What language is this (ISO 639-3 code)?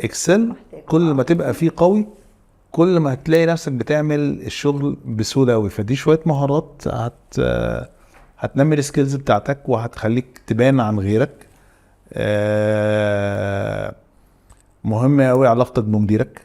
arz